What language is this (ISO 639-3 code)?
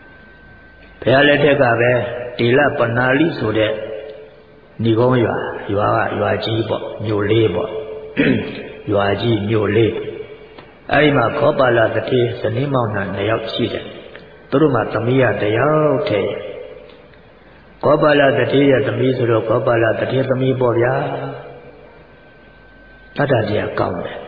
mya